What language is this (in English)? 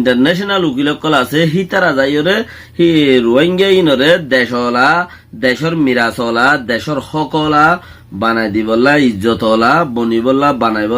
Rohingya